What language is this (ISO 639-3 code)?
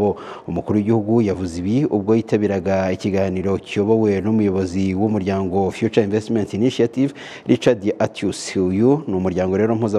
kin